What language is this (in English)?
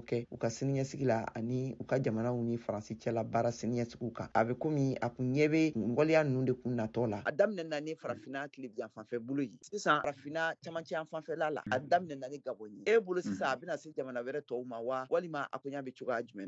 Bambara